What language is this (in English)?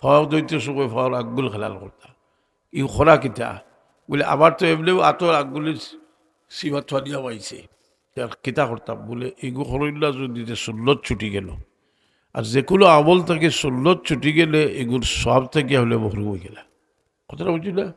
Sylheti